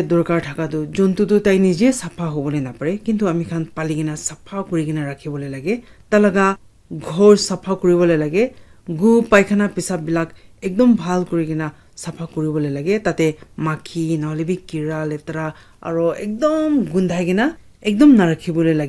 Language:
Naga Pidgin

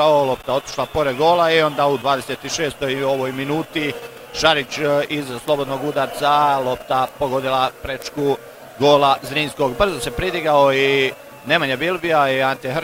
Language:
Croatian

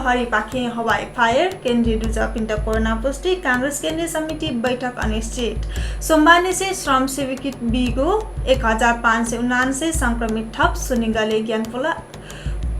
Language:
Newari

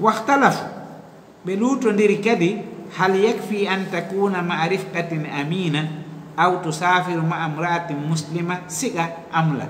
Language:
Fula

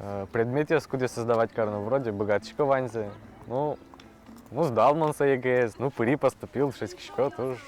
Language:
Udmurt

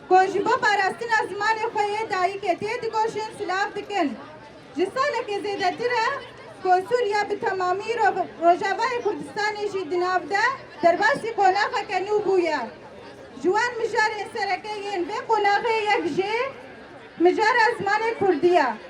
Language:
Kurdish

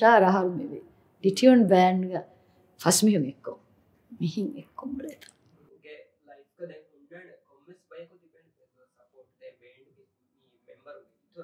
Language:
Divehi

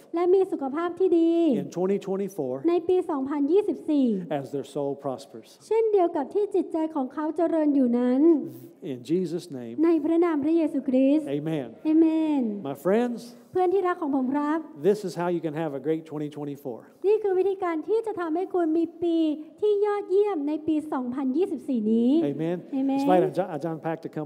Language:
Thai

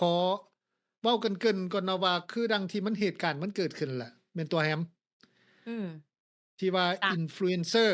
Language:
Lao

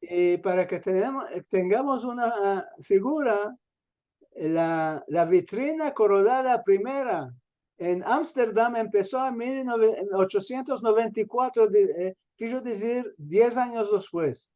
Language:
Ladino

